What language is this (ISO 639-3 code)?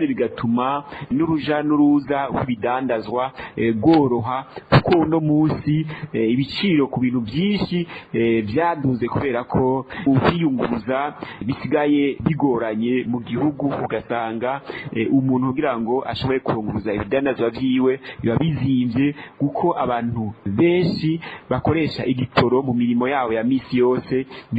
run